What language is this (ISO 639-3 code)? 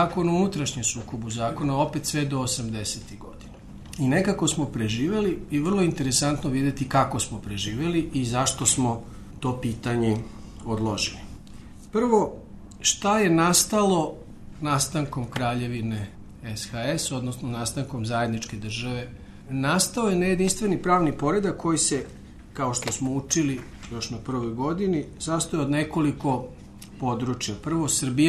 srp